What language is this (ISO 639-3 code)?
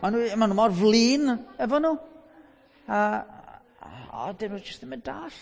cym